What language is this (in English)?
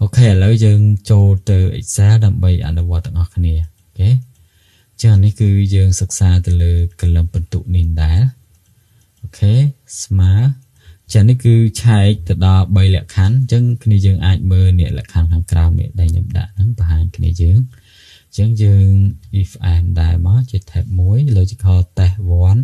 Khmer